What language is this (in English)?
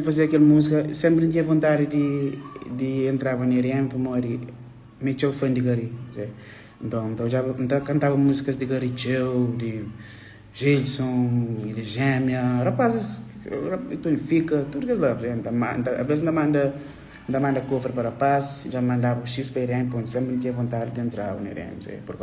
Kabuverdianu